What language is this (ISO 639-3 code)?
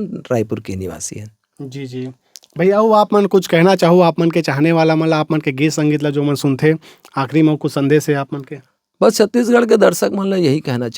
hne